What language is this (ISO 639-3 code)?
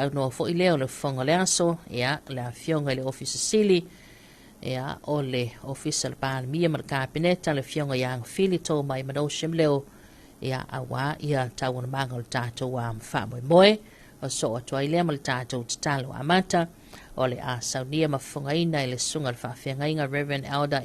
smo